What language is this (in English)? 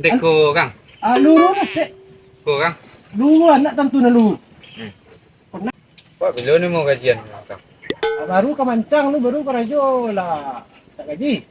Minangkabau